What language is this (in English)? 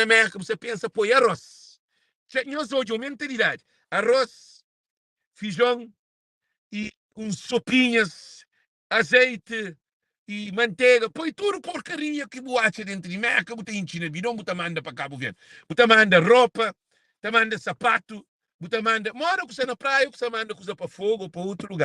Kabuverdianu